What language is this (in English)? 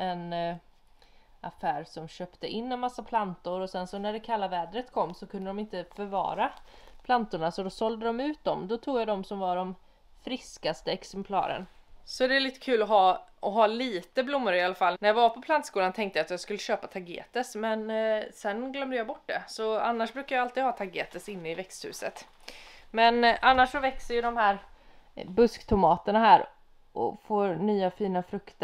Swedish